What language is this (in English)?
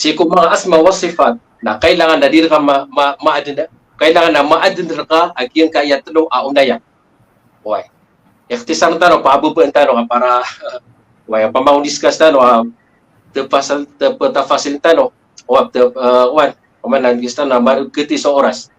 Maranao